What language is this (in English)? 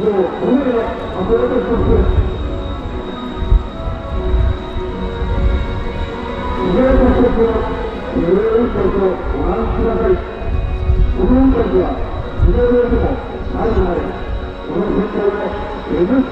Japanese